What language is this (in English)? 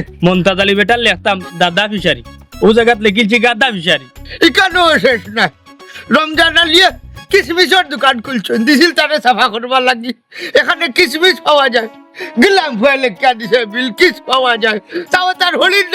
Sylheti